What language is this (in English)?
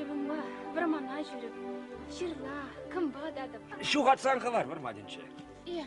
Chuvash